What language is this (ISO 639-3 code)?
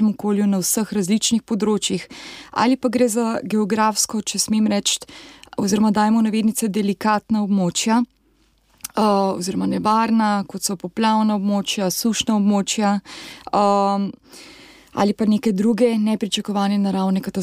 slv